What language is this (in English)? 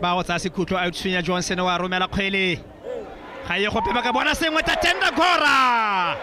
Tswana